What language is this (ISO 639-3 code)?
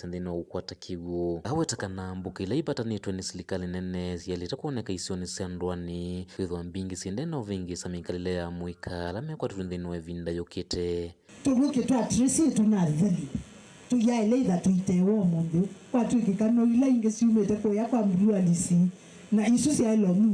kam